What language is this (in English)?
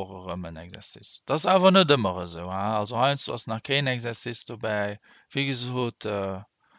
Luxembourgish